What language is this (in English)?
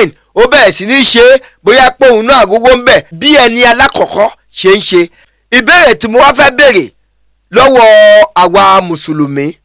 Yoruba